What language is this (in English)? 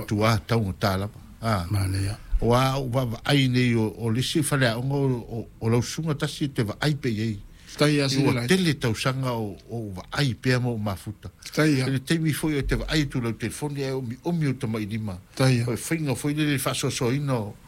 Samoan